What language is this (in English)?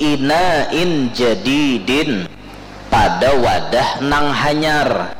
Banjar